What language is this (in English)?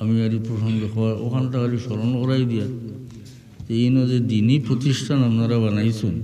Sylheti